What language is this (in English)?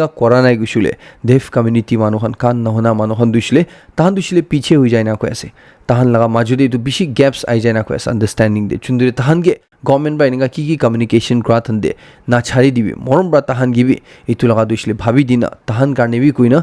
Naga Pidgin